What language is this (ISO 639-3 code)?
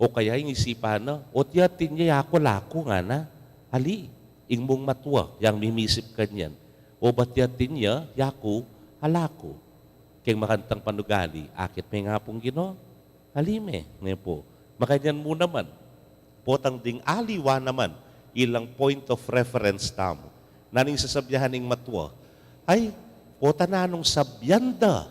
pam